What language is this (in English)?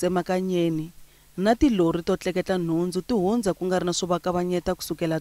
Tsonga